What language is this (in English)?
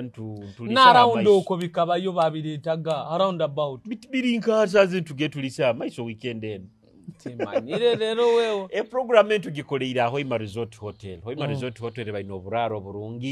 Nyoro